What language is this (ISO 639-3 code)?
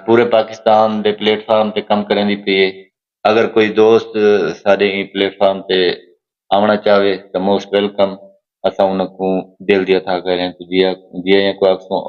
skr